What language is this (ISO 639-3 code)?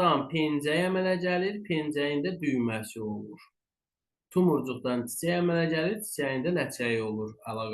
aze